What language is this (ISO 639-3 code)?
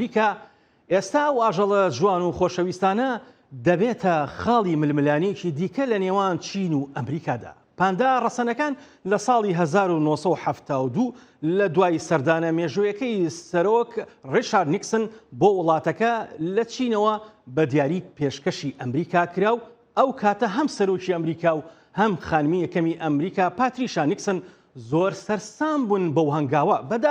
ckb